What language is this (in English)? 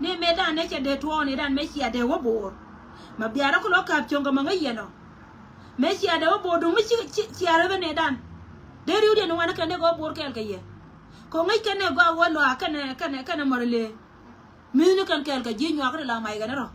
Nuer